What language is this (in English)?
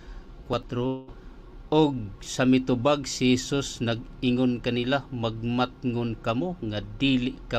Cebuano